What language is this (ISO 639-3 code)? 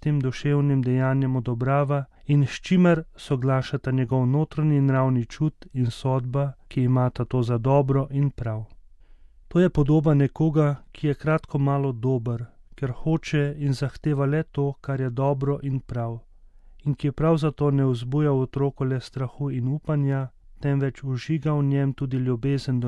slv